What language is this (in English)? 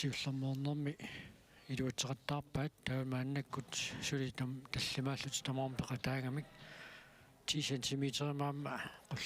Kalaallisut